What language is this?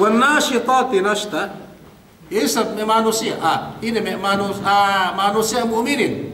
Yakan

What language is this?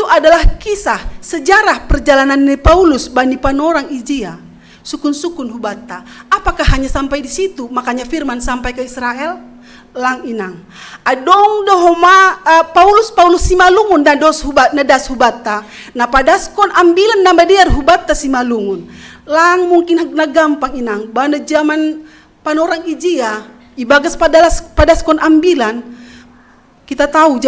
Batak Simalungun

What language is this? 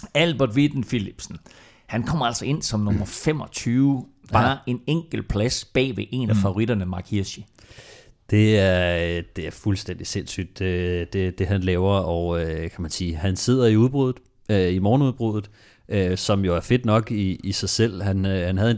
Danish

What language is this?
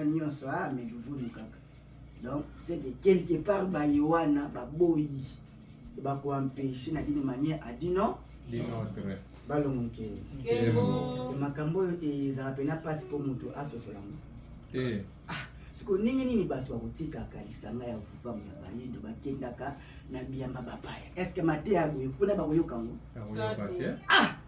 Lingala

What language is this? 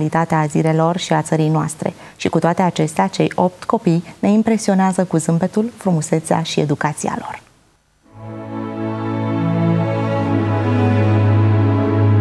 Romanian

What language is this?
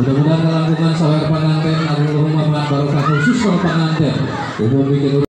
Sundanese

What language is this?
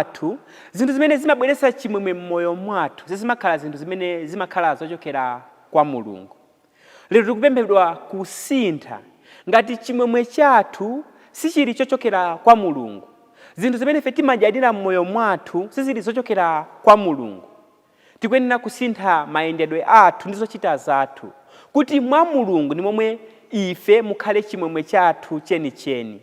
Nyanja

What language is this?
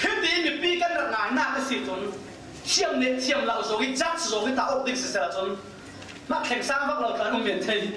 Falam Chin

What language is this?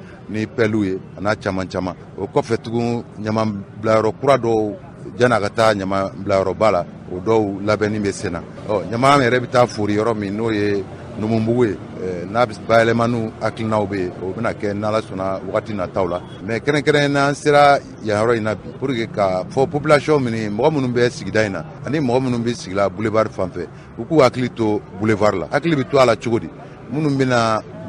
Bambara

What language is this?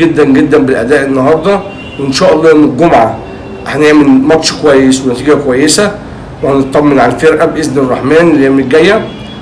Egyptian Arabic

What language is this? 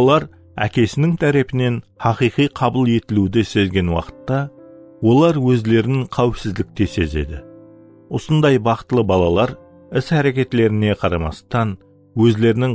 Kara-Kalpak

